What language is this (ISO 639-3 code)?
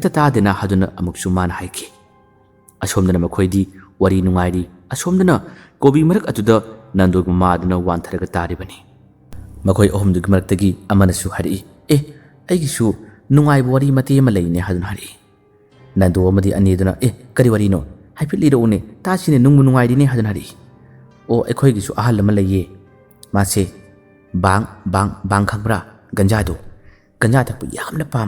mni